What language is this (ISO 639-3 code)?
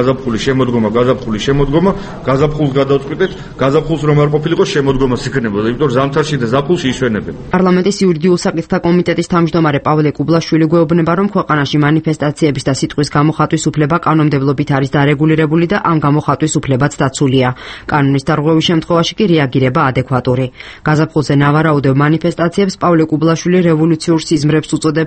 kat